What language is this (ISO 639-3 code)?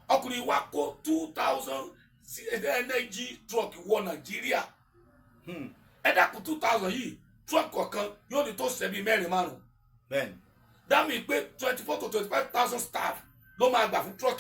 yor